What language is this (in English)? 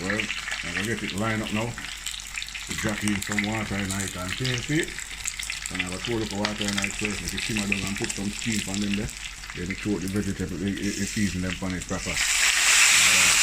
Jamaican Creole English